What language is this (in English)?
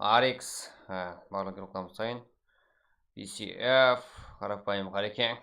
Kara-Kalpak